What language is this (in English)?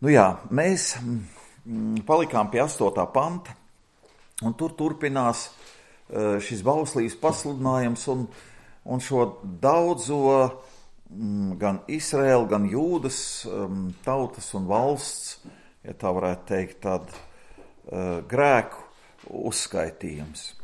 Latvian